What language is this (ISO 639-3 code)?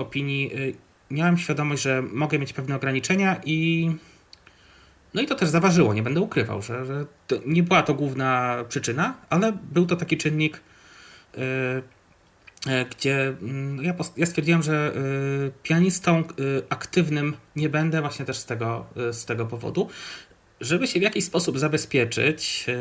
pol